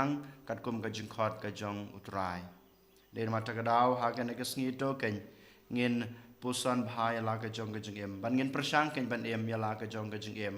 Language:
Khasi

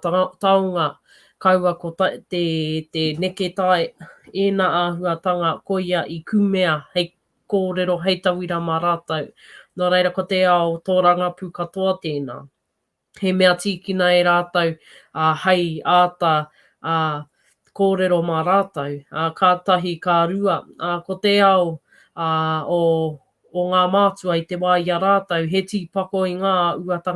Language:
Māori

